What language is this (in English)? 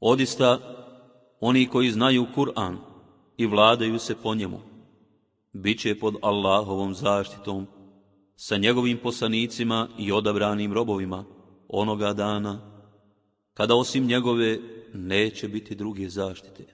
Bosnian